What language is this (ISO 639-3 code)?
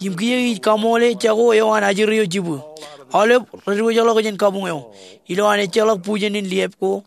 mah